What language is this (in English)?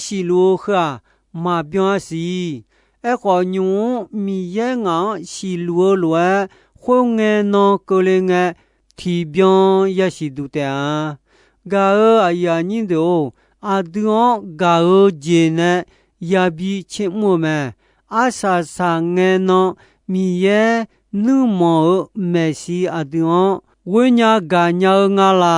Akha